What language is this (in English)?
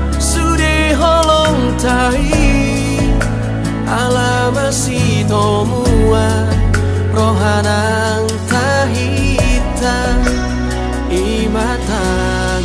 Batak Toba